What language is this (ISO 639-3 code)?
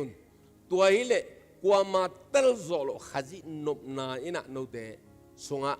ctd